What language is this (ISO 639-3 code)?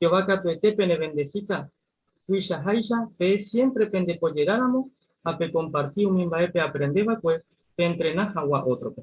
grn